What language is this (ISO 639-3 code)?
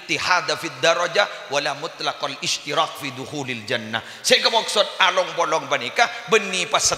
mad